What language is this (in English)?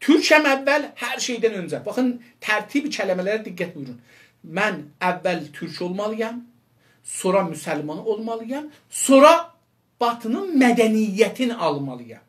South Azerbaijani